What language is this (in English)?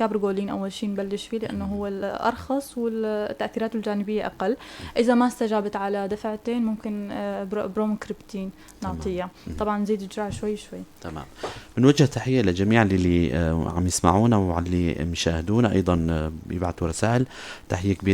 North Levantine Arabic